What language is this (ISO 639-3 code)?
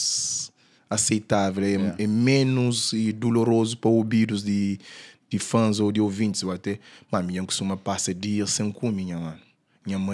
kea